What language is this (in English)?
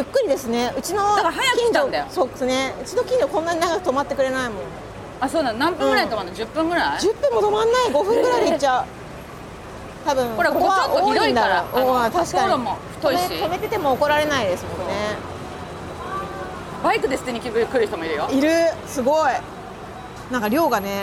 Japanese